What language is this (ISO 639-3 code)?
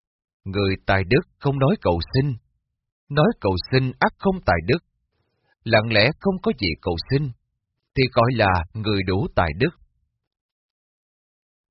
vie